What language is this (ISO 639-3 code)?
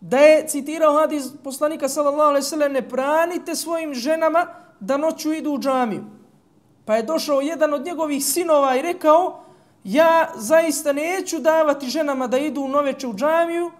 bos